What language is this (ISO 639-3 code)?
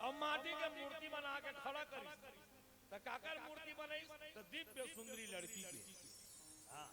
hne